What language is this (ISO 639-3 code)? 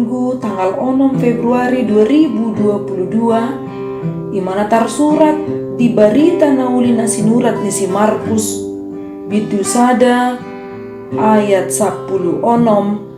bbc